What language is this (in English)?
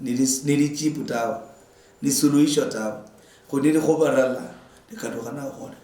Luyia